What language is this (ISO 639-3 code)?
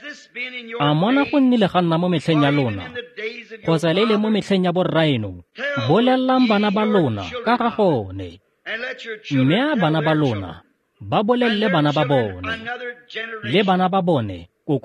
tsn